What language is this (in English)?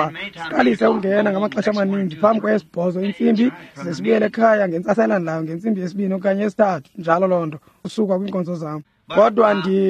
Xhosa